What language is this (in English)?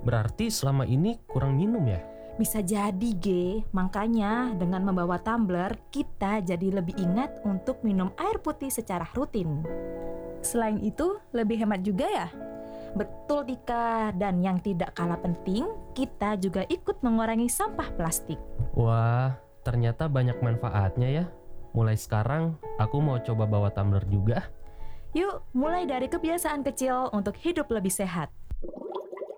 Indonesian